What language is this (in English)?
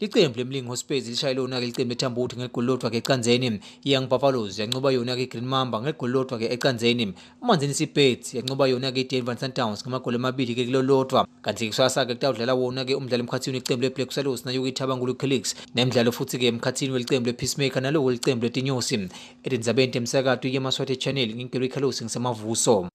Swati